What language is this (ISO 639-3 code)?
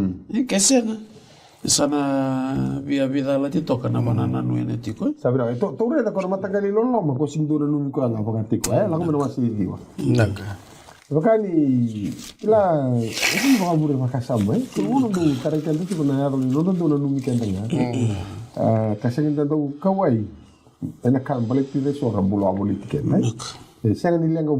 fij